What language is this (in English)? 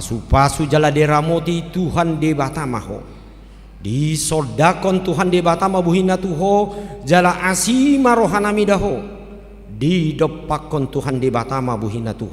Batak Toba